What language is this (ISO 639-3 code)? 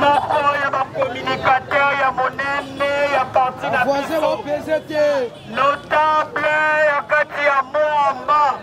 lin